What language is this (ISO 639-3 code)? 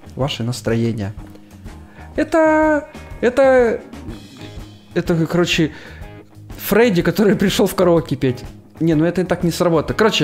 rus